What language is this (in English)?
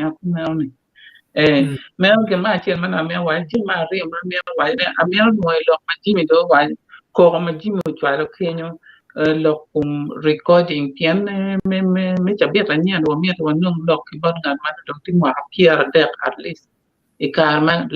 Acoli